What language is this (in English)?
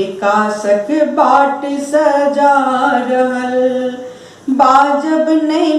Maithili